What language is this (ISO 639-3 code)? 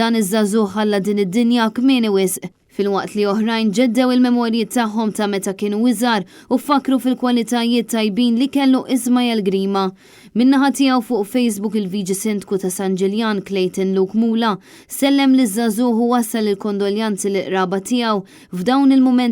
mlt